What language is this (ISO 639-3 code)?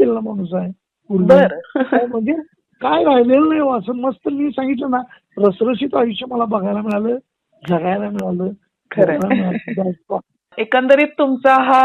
mar